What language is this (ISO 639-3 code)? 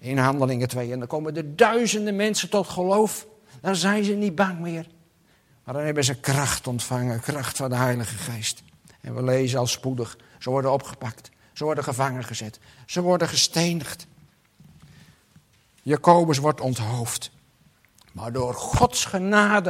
nld